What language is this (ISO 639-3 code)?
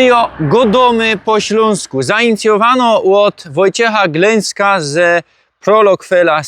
szl